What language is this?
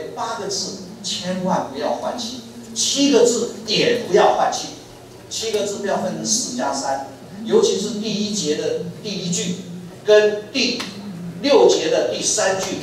Chinese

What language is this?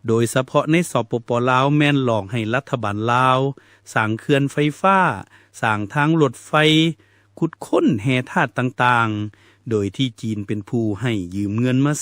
Lao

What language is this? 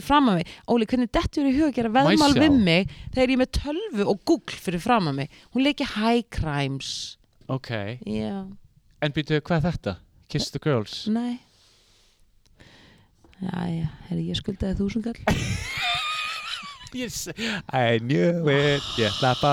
Icelandic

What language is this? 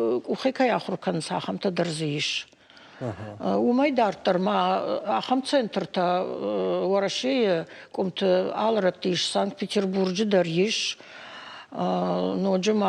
Ossetic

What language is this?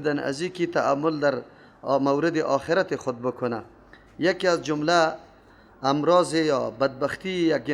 Persian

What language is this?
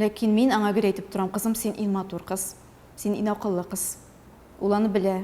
Tatar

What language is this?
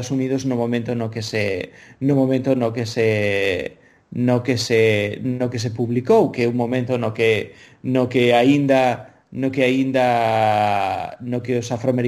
Galician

